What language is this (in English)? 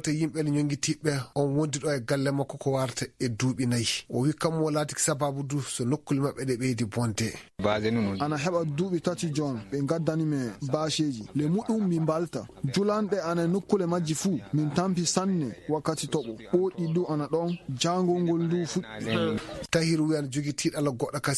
Fula